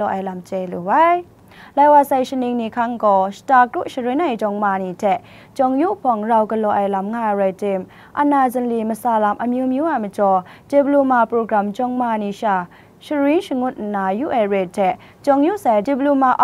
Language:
Kachin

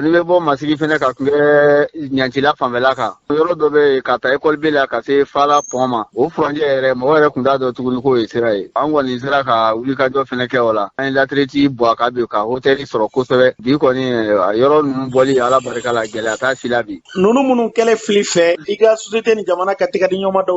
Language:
Bambara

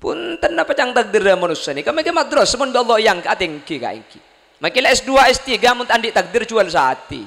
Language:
Madurese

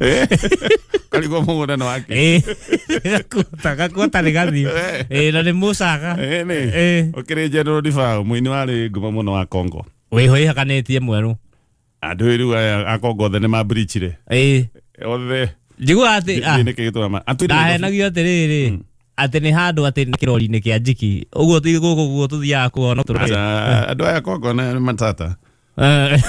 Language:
Kikuyu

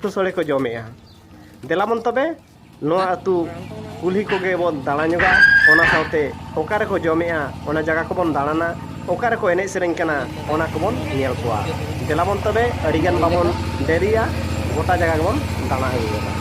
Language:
Santali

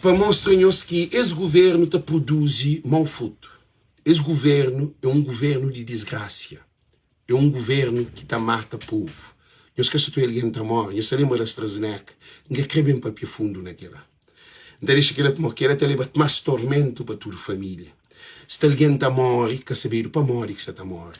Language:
Kabuverdianu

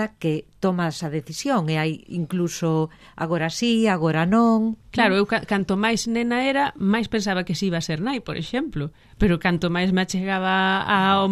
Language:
Galician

